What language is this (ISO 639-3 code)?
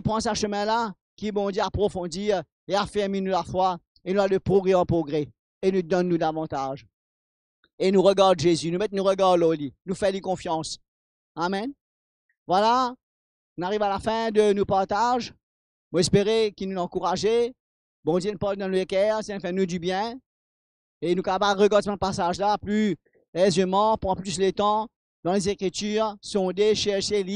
mfe